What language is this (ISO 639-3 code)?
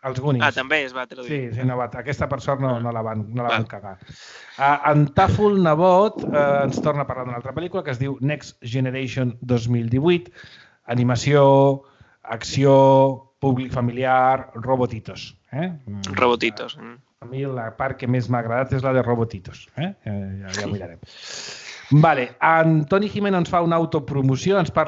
cat